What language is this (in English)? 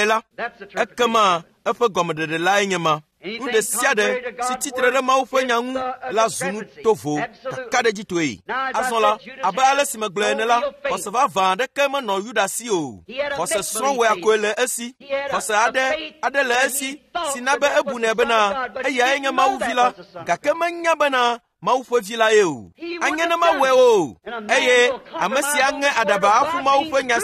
Ewe